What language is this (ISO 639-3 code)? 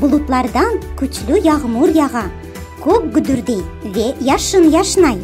crh